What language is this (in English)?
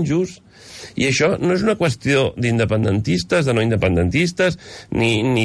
Catalan